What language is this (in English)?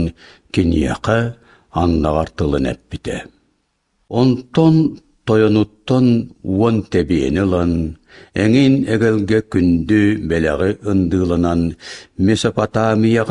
Yakut